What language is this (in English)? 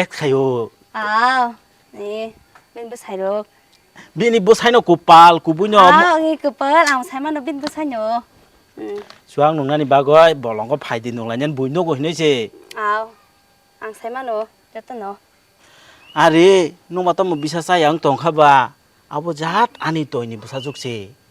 Kok Borok